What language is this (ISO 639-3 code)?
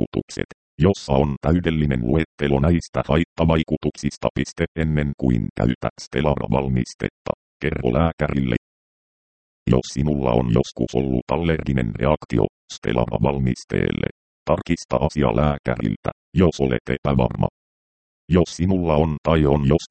fin